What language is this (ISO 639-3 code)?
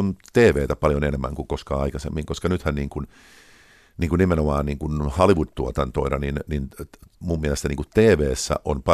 fin